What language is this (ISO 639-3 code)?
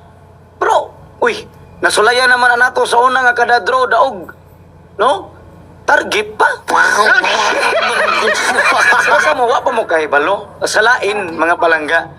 ceb